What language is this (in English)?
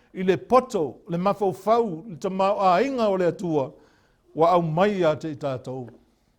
Samoan